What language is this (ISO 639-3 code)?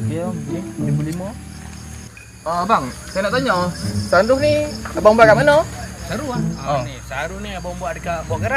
msa